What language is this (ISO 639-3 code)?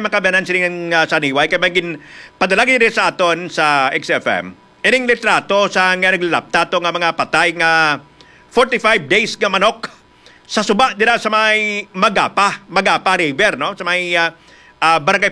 hil